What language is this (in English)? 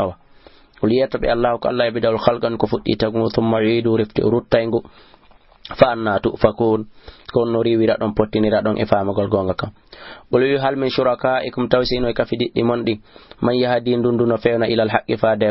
Fula